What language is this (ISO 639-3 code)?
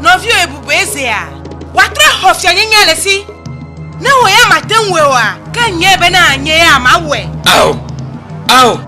ewe